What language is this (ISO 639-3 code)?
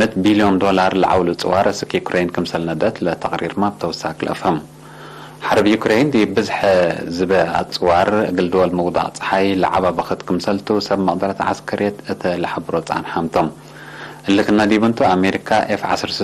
tig